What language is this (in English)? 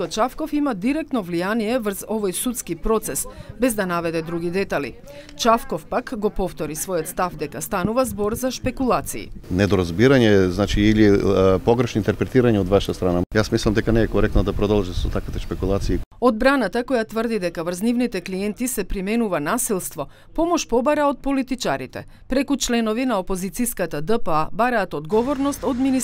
Macedonian